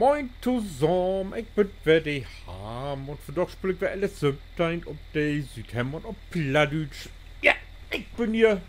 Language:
Low German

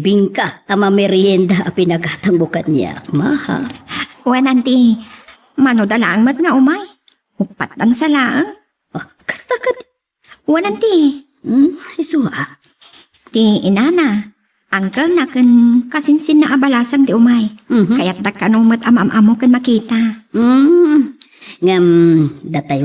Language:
Iloko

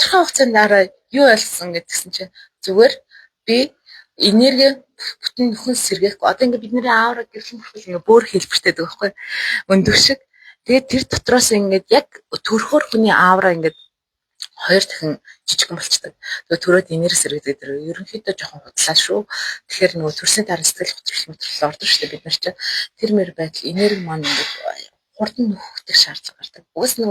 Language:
Mongolian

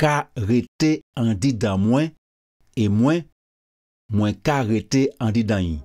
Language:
Guadeloupean Creole French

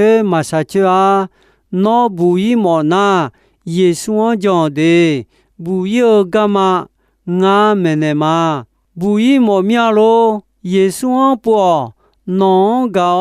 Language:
Akha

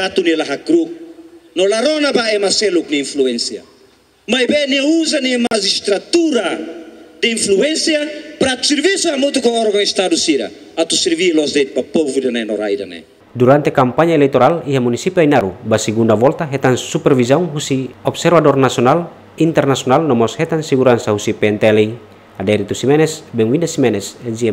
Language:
Tetum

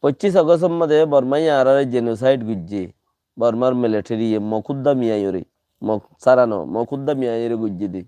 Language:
Rohingya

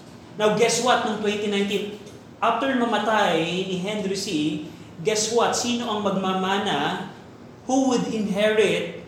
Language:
Filipino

